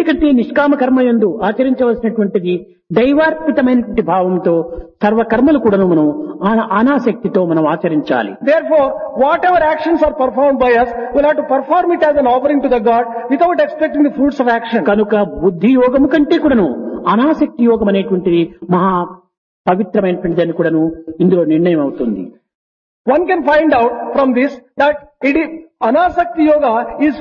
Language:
Telugu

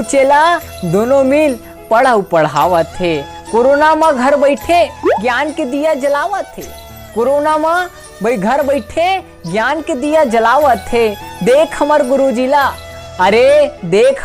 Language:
Chhattisgarhi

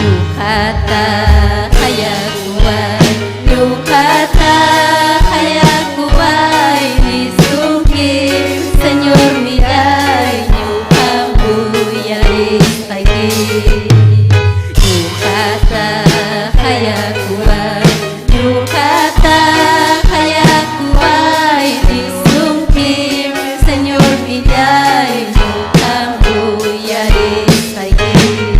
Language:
Ayacucho Quechua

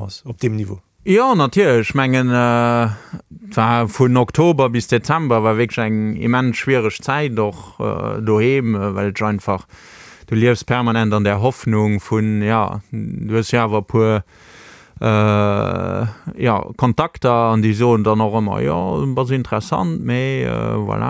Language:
Luxembourgish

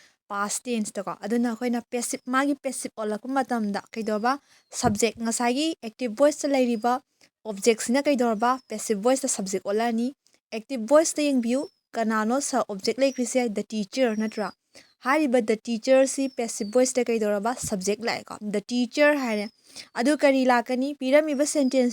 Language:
Manipuri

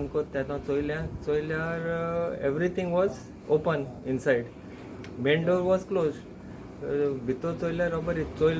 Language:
Konkani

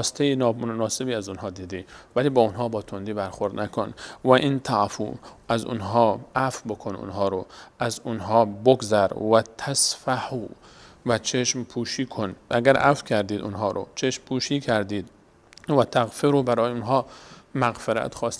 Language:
Persian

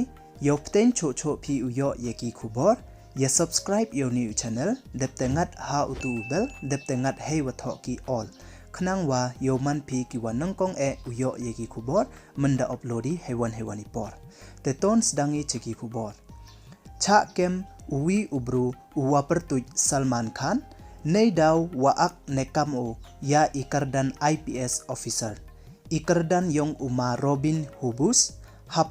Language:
Pnar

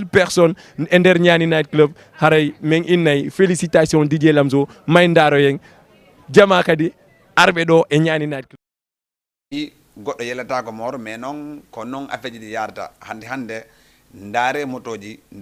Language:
Fula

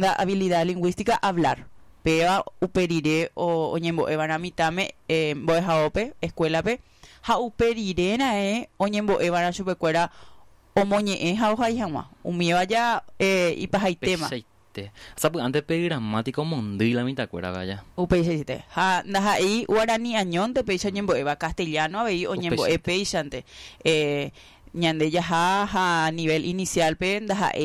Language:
Guarani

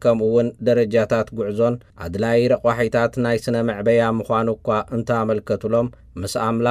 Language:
Tigrinya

